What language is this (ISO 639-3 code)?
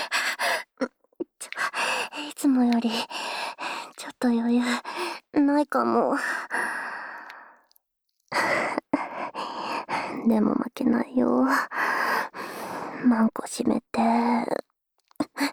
jpn